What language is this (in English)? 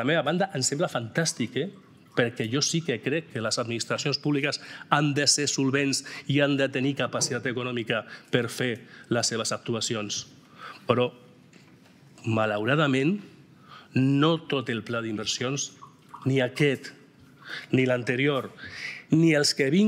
Catalan